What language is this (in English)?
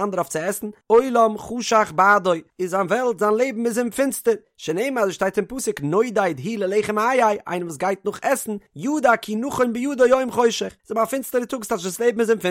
Yiddish